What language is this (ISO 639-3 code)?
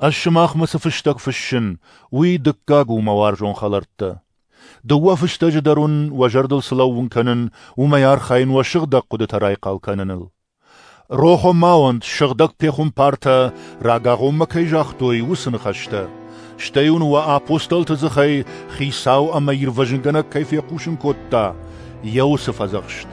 oss